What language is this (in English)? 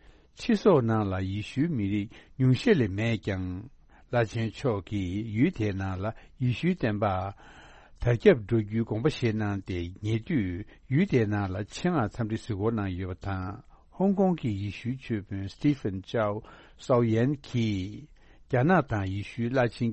Tibetan